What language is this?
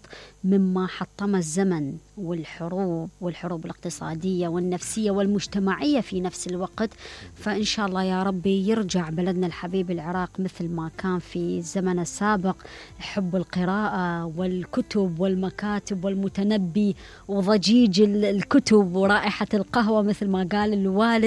Mesopotamian Arabic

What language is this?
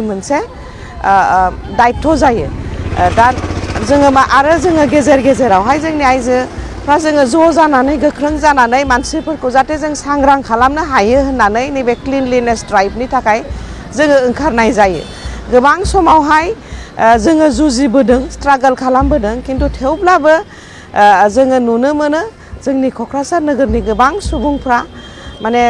Bodo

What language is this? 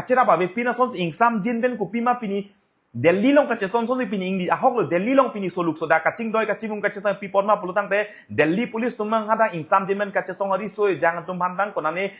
Karbi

